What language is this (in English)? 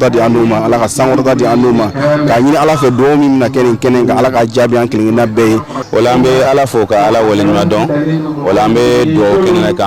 Bambara